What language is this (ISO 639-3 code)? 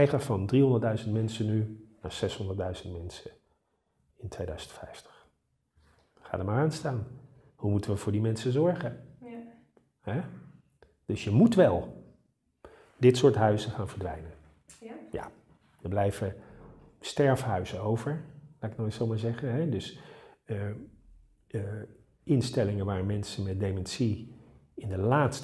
nld